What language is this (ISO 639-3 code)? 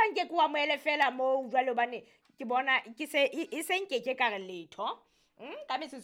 sot